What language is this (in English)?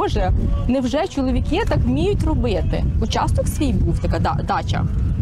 Ukrainian